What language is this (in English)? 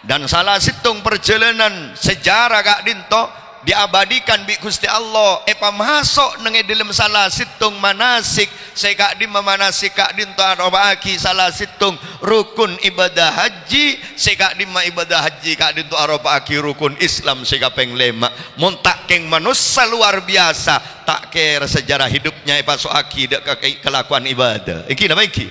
Madurese